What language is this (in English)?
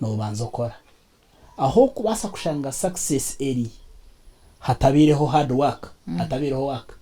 Nyankole